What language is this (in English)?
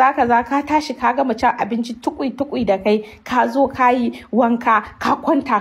Hausa